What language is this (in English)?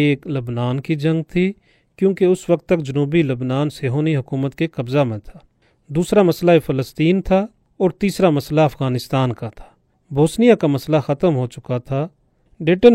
Urdu